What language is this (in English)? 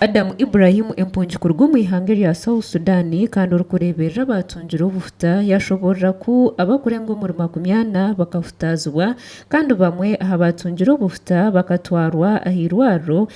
Nyankole